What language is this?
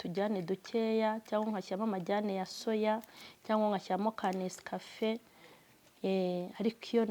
Kinyarwanda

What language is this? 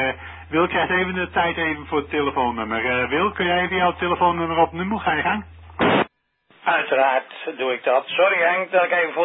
Dutch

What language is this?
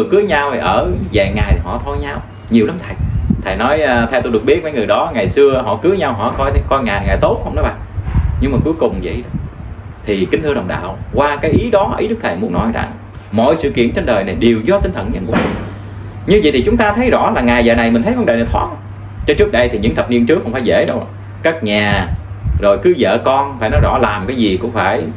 Vietnamese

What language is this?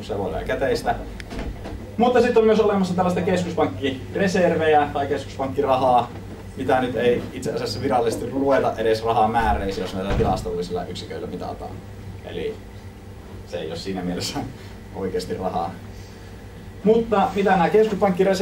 Finnish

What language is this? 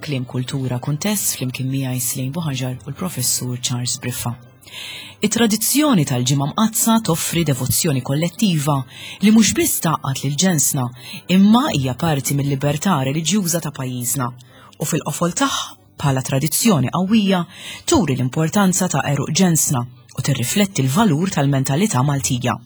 Maltese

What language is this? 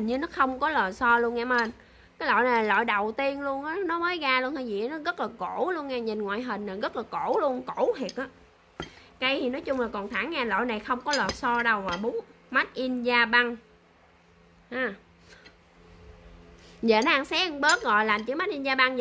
Vietnamese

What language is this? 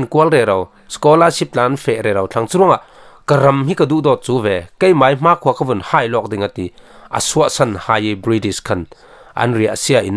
Falam Chin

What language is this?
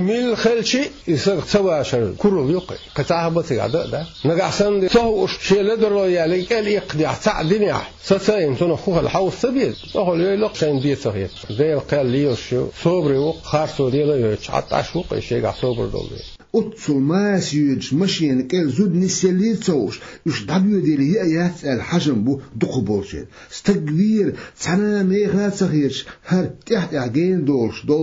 Chechen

